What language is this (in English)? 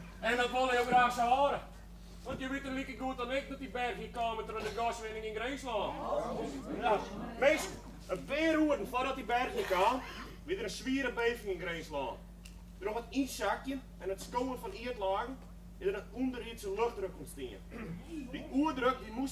Western Frisian